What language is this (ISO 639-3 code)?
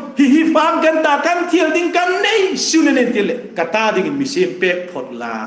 hmr